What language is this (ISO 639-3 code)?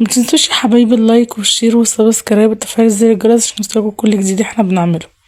arz